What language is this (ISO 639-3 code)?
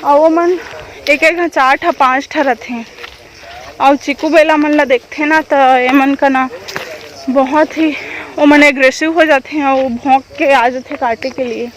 hne